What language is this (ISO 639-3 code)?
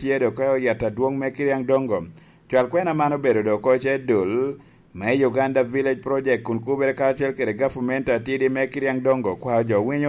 laj